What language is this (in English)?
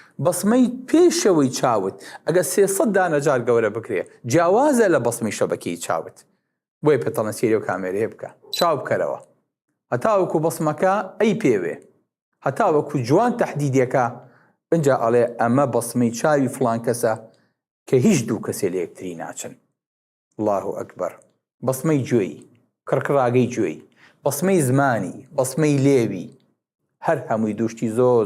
Central Kurdish